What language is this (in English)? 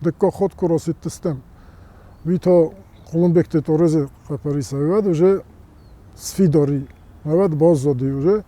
Ossetic